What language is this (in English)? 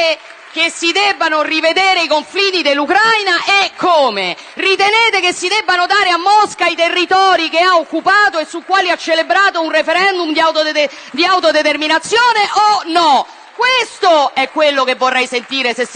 Italian